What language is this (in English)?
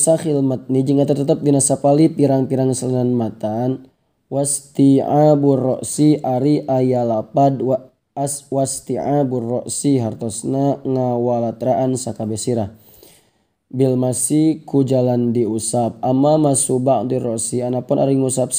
Sundanese